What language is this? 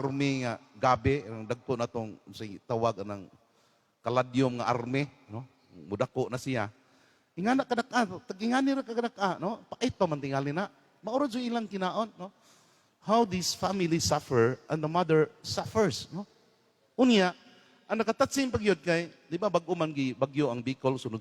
Cebuano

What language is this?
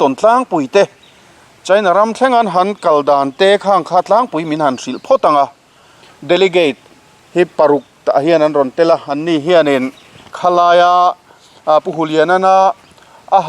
Mizo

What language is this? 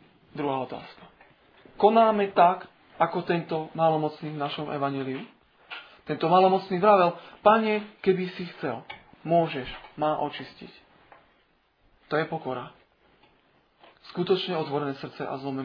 Slovak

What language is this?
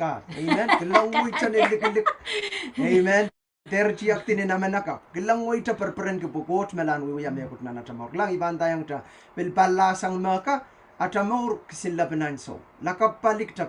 Pohnpeian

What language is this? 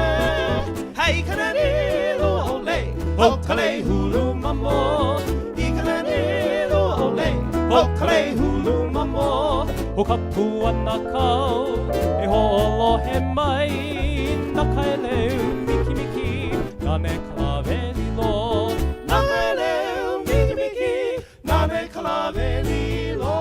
Hawaiian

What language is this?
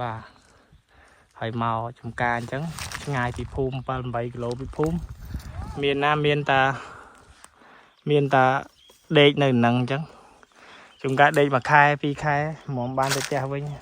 Khmer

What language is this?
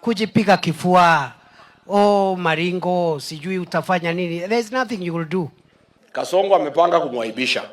Swahili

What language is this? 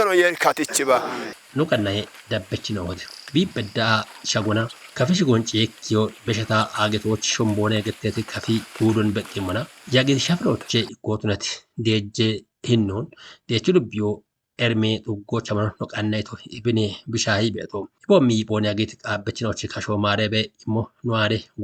Kafa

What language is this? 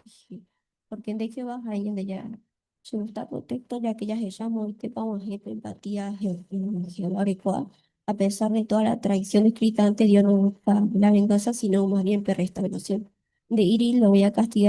Guarani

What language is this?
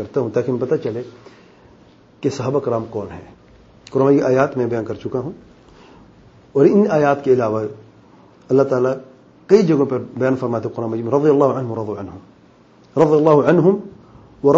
Urdu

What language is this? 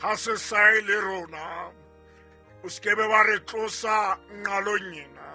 Southern Sotho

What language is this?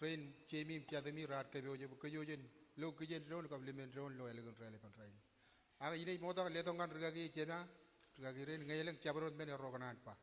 Marshallese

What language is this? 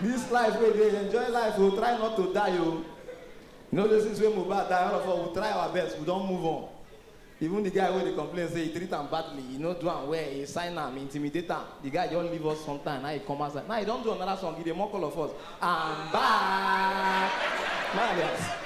Nigerian Pidgin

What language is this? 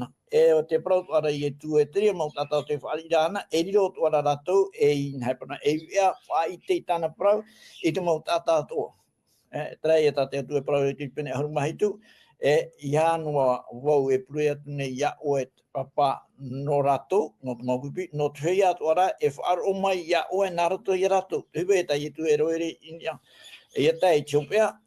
Tahitian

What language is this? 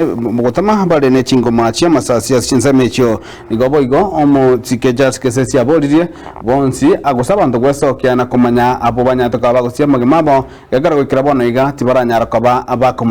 Gusii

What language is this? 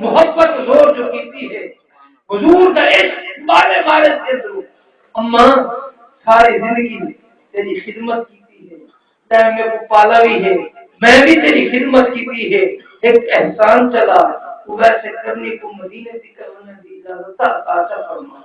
Saraiki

